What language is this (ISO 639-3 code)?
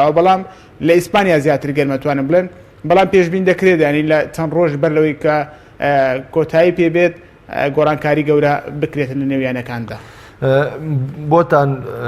ckb